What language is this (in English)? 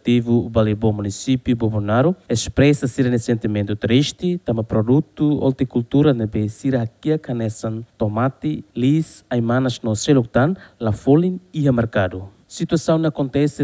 Tetum